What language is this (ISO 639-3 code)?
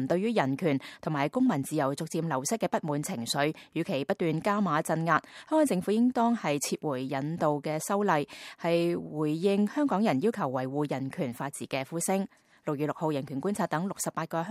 yue